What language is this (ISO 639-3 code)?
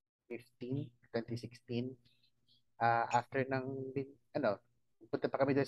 fil